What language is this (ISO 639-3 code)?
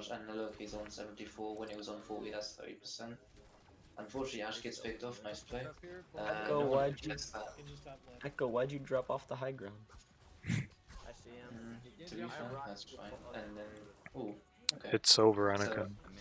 eng